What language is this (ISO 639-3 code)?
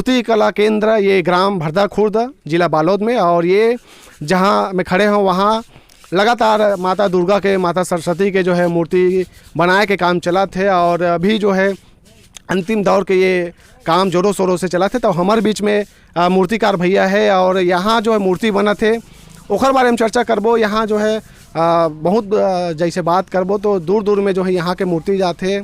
hne